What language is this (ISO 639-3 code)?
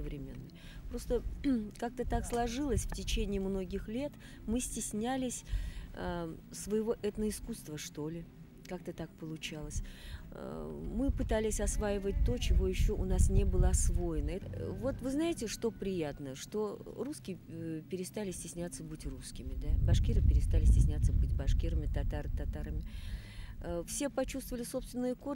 bak